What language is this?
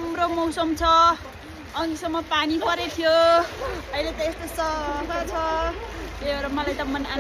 Nepali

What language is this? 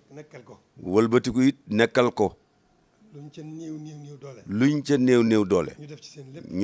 Wolof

